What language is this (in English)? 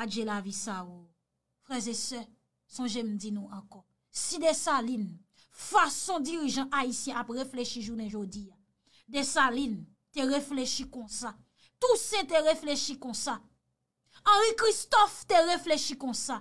Haitian Creole